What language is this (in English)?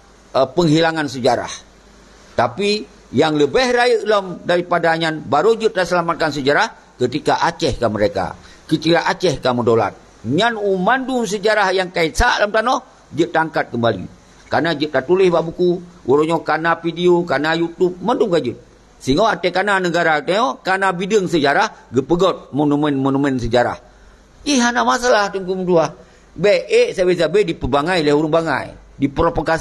Achinese